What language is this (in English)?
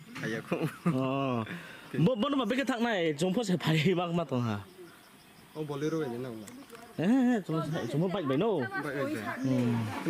Riang (India)